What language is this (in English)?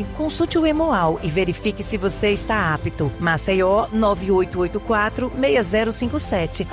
Portuguese